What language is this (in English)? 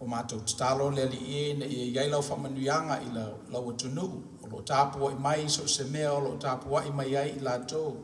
Samoan